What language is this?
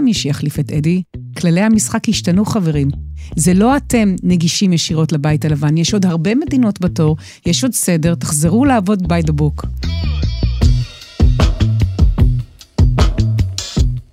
Hebrew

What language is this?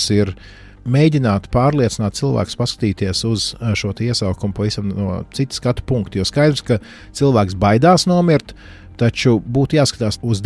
Latvian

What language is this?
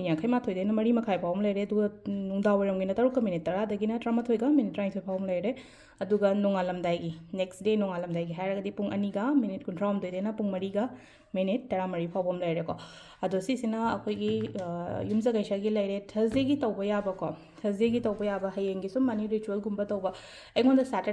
Manipuri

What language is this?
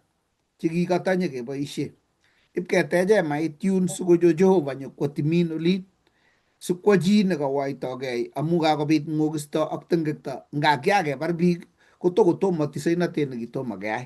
Kalenjin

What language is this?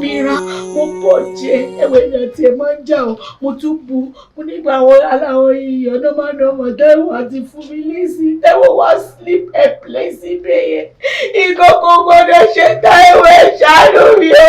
Yoruba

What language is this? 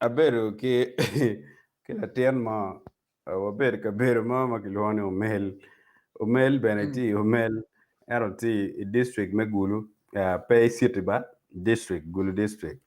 Acoli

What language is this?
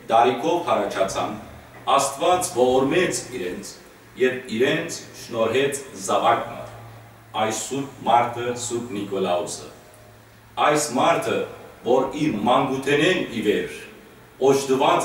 Western Armenian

